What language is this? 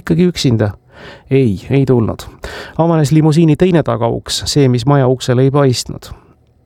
Estonian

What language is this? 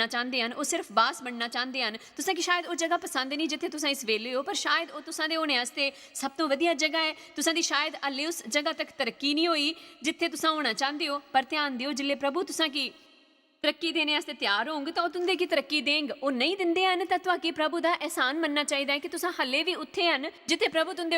Dogri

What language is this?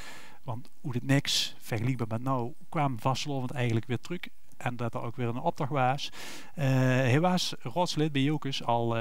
Limburgish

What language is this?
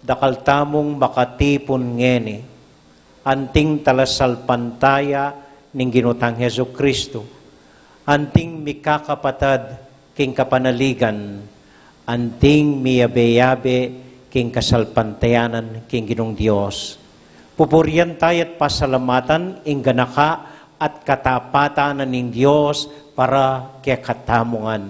Pampanga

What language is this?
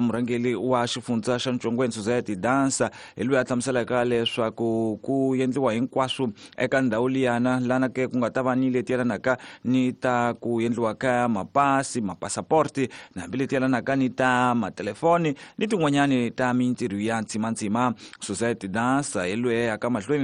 Tsonga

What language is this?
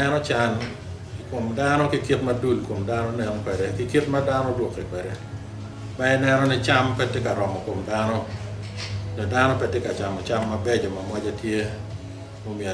Acoli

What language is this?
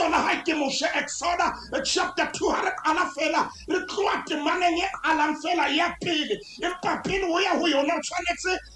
Southern Sotho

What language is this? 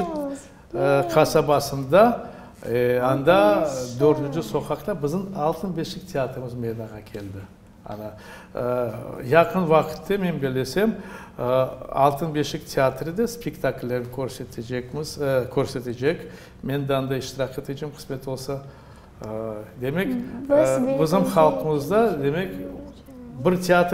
Crimean Tatar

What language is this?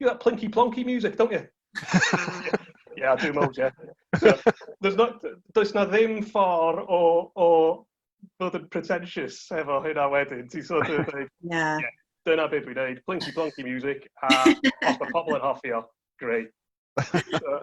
Welsh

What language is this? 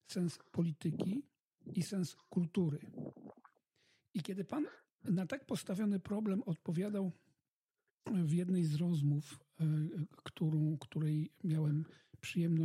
Polish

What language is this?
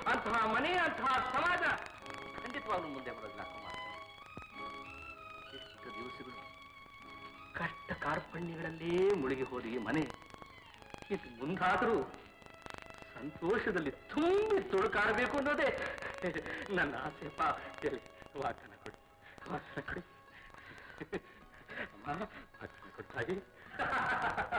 Kannada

